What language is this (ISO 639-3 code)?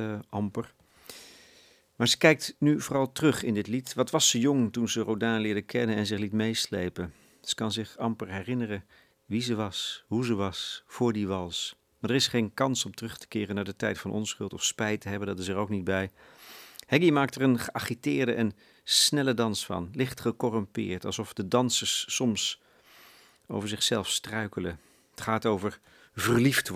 nld